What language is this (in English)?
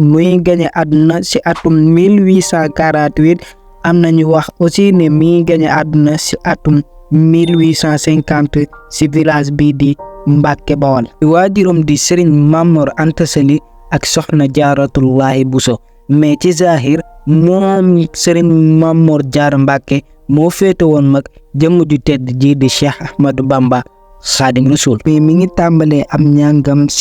Wolof